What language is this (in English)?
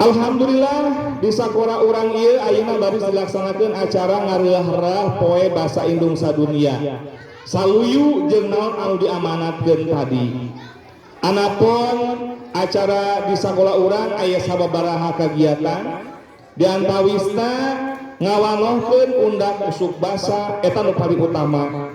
Sundanese